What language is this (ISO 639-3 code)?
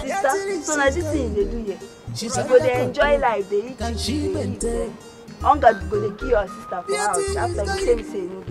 pcm